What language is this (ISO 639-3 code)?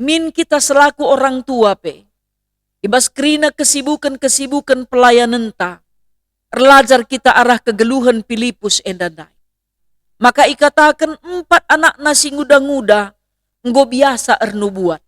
btx